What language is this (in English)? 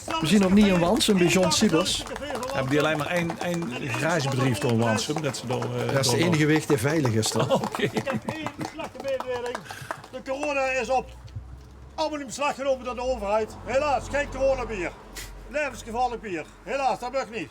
Limburgish